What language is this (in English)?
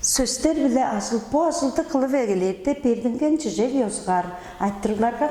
Tuvinian